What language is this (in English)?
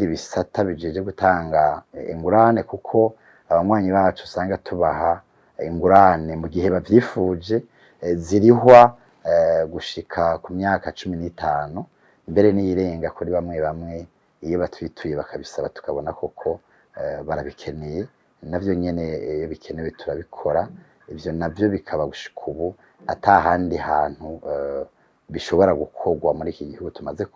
Rundi